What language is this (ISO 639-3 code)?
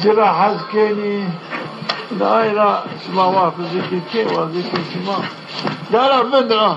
zza